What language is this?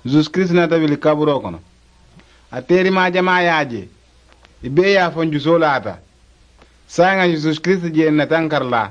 Mandingo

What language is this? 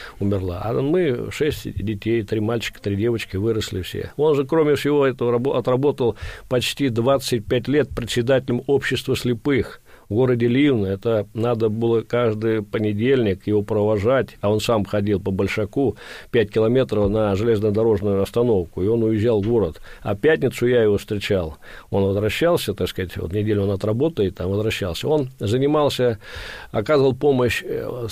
Russian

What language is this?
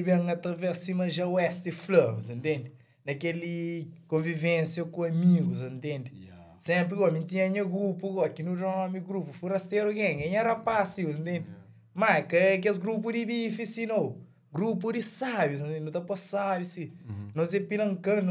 Kabuverdianu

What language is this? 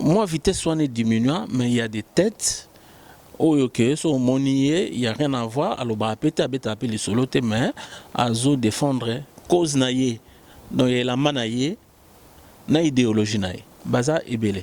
Lingala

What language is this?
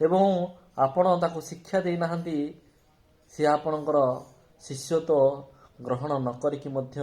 Odia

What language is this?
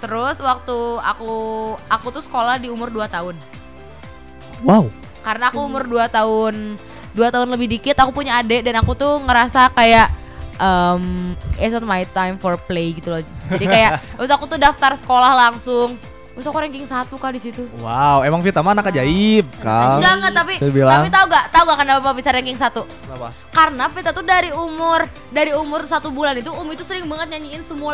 Indonesian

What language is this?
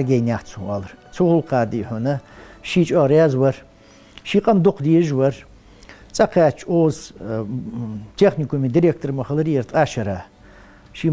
Ingush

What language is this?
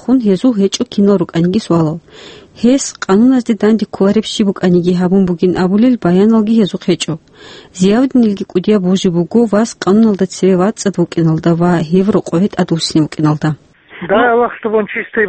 Avaric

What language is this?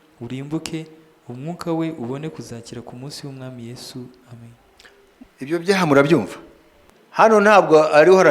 Kinyarwanda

